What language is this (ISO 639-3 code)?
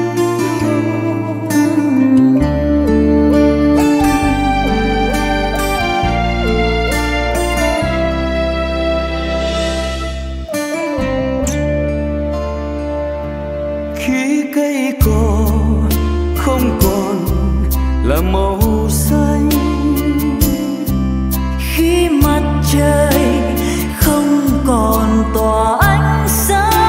vie